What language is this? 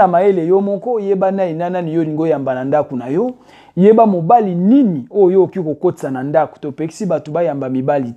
Lingala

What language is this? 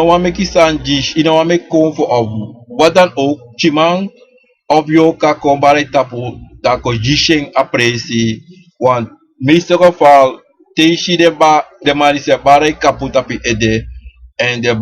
Sranan Tongo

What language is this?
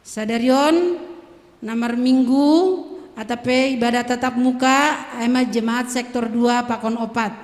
Batak Simalungun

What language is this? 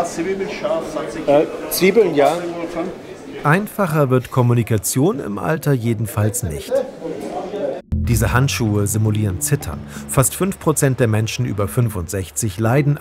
German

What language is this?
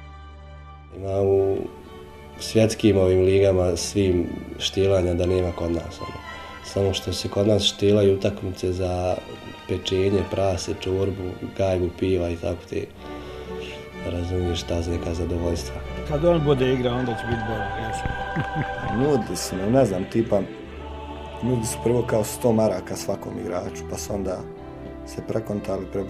Bosnian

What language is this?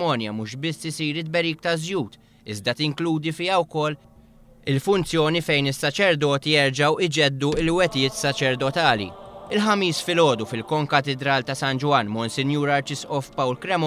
Maltese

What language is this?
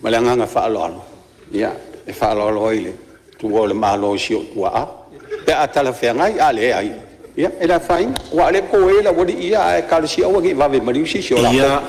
Samoan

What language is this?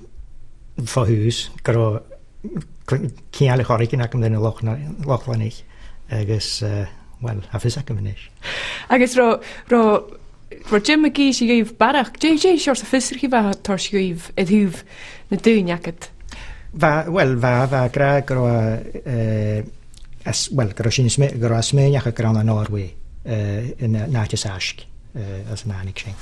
Scottish Gaelic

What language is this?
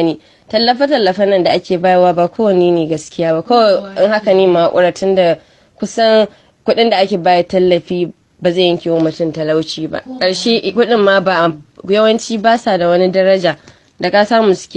Hausa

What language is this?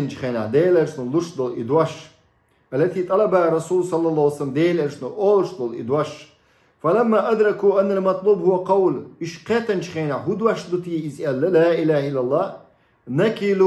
Chechen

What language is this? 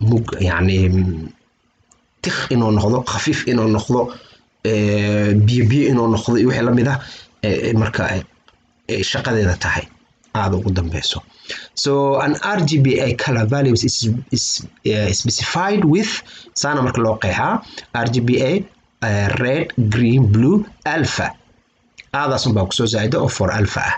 Somali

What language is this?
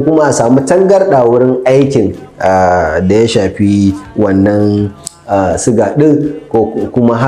Hausa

